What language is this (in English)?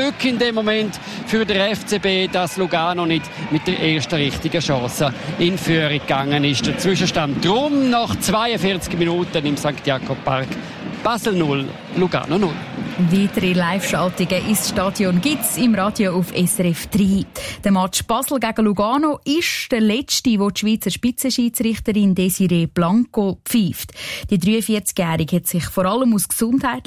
German